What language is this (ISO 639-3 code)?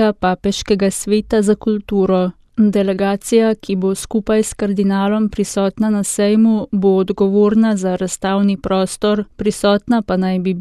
slv